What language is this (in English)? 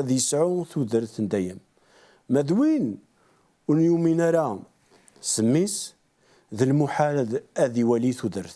Kabyle